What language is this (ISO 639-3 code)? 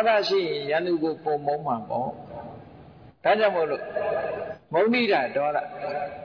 mya